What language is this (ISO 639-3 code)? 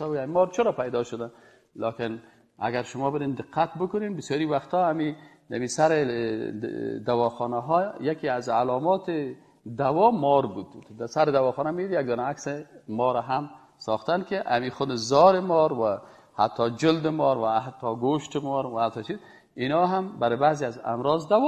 fas